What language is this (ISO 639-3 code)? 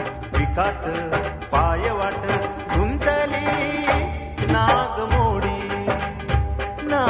mar